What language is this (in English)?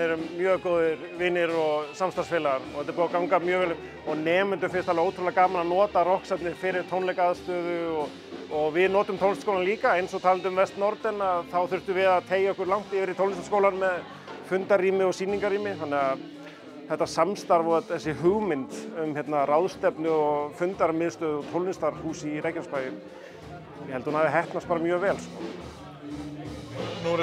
Icelandic